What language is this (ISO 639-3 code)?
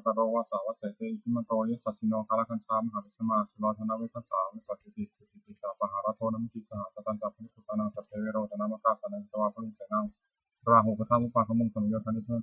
pli